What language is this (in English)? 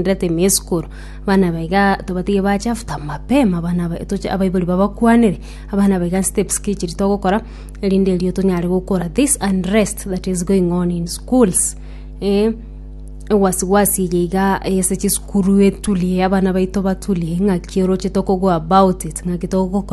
Gusii